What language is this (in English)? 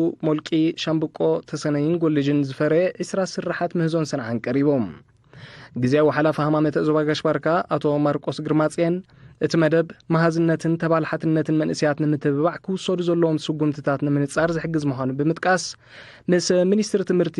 Tigrinya